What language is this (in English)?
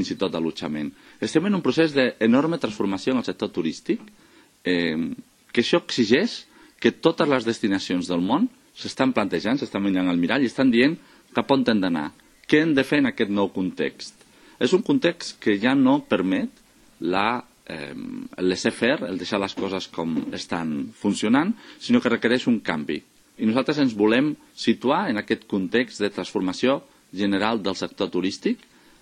Catalan